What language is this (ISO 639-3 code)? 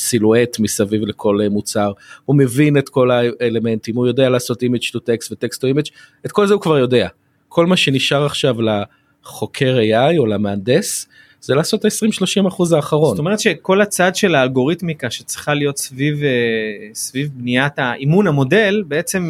heb